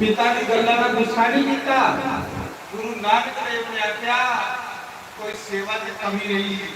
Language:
Dogri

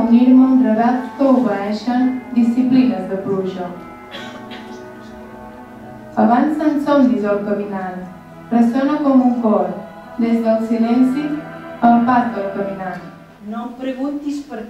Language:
Catalan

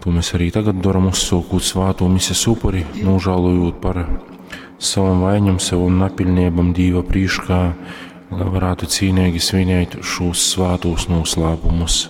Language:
Latgalian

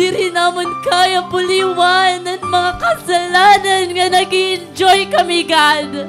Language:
Waray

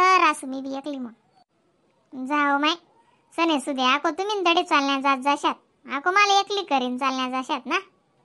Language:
Khandesi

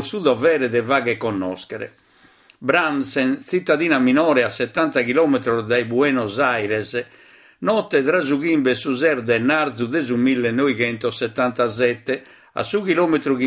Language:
Sardinian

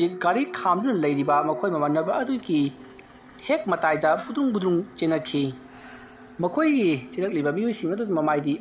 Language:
Manipuri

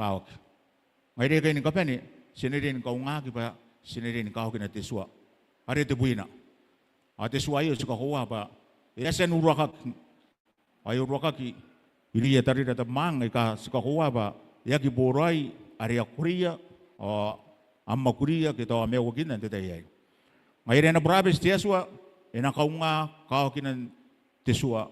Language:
Gilbertese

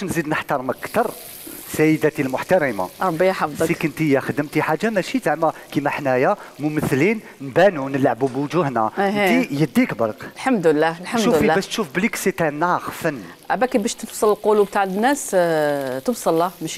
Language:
Algerian Arabic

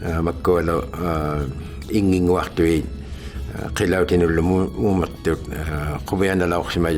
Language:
Inuktitut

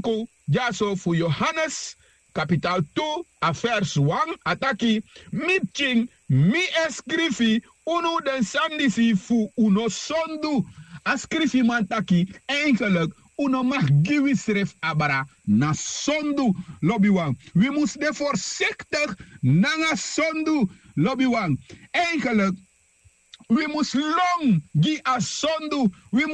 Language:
Sranan Tongo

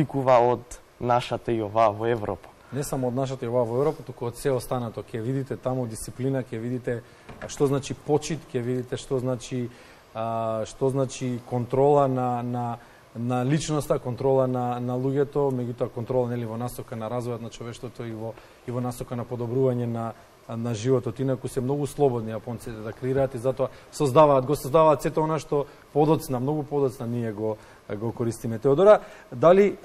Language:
Macedonian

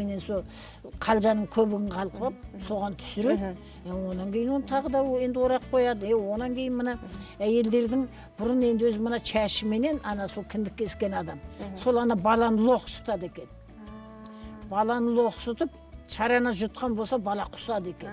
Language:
Kazakh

